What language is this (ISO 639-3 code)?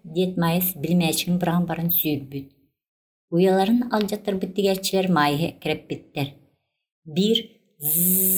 sah